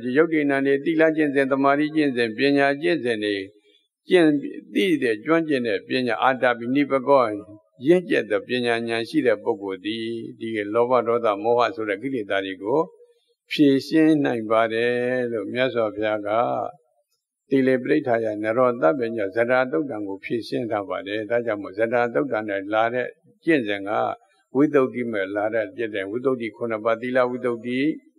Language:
Burmese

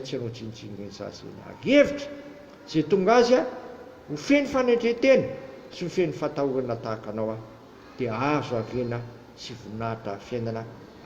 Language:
Malagasy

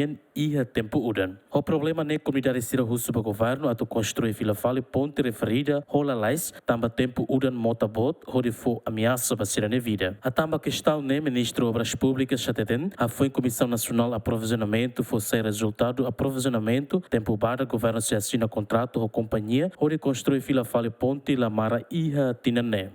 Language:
Tetum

